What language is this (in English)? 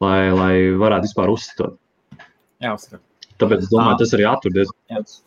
Latvian